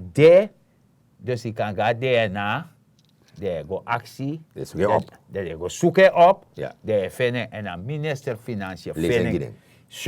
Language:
Sranan Tongo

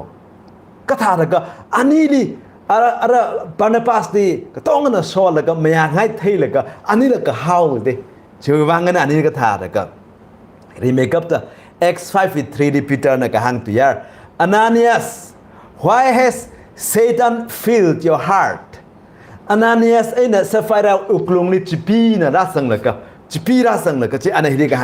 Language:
Tangkhul Naga (India)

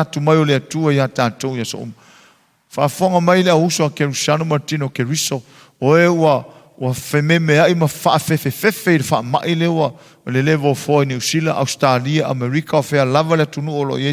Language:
Samoan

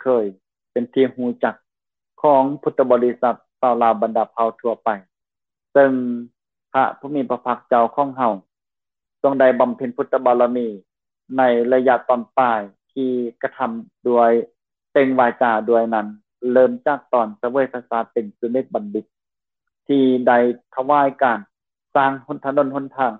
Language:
Lao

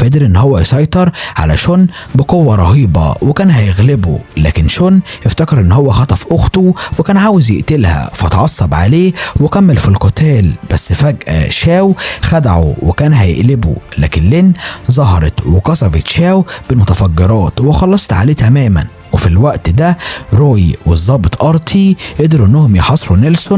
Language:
Egyptian Arabic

